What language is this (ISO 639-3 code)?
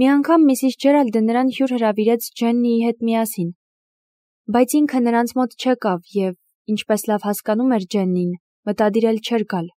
hye